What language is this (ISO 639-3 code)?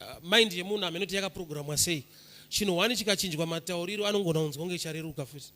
sna